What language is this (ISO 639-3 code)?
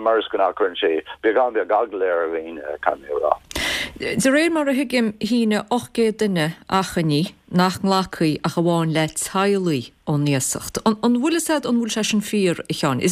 gle